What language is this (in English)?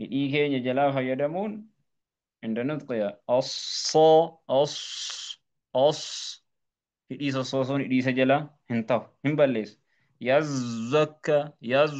Oromo